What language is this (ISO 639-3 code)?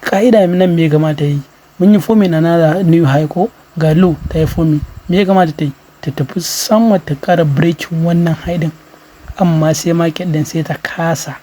hau